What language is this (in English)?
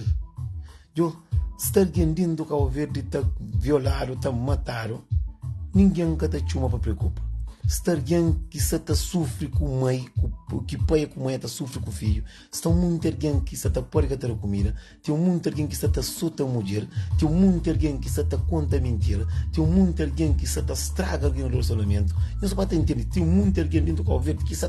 Kabuverdianu